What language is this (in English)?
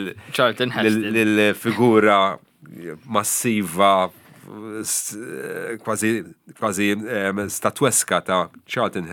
Maltese